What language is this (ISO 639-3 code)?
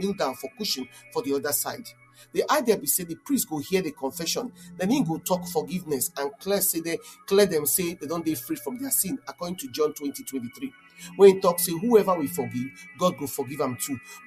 pcm